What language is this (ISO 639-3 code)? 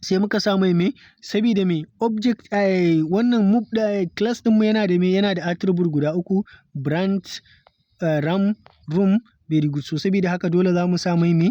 hau